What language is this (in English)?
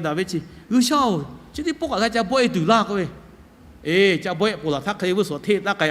Lahu